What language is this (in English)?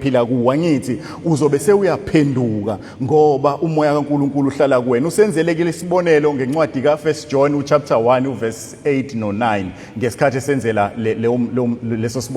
Zulu